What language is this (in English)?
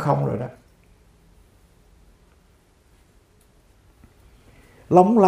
Vietnamese